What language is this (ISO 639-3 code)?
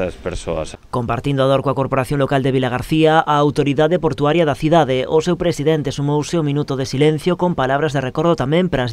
glg